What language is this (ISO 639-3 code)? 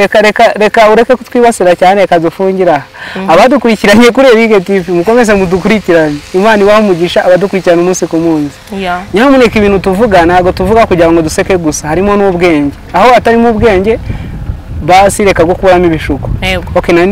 kin